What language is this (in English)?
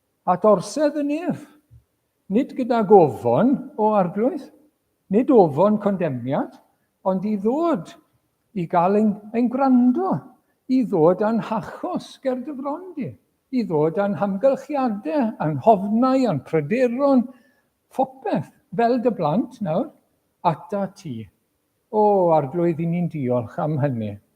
Welsh